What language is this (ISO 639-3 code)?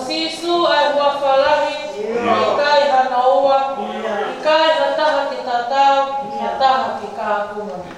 ton